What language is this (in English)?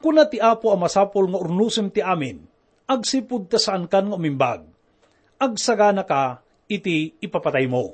Iloko